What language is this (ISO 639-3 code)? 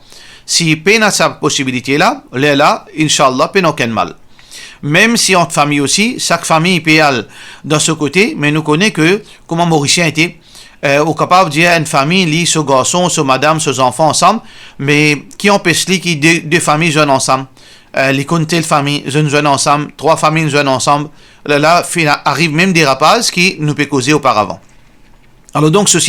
mfe